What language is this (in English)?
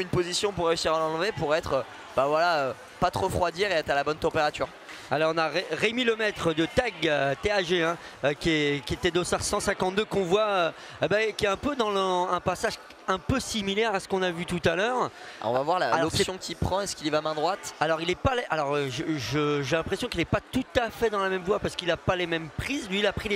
French